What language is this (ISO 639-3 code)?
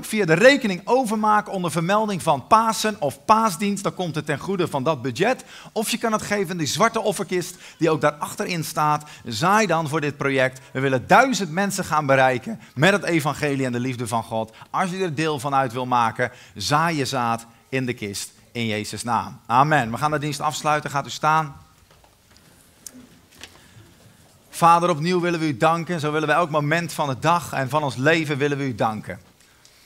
nld